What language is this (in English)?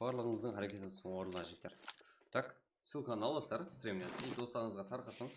Kara-Kalpak